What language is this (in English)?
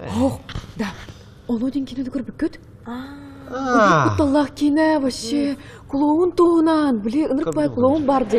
Yakut